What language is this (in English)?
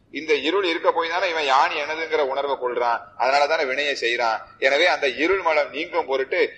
Tamil